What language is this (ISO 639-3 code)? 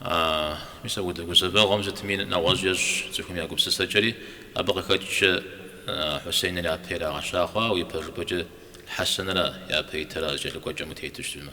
kbd